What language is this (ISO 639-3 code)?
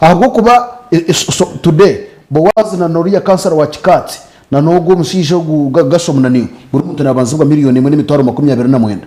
nyn